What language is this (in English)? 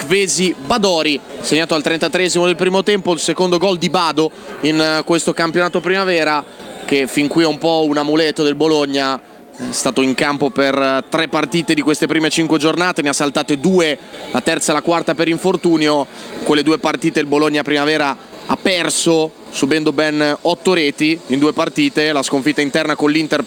Italian